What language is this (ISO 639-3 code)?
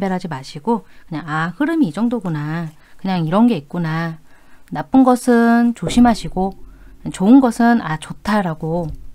kor